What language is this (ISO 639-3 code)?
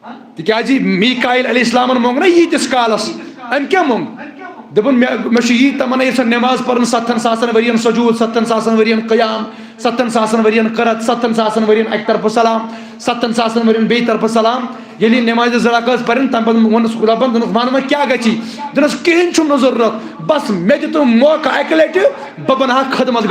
kas